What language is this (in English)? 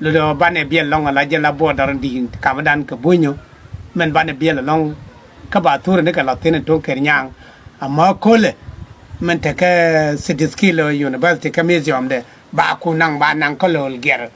Nuer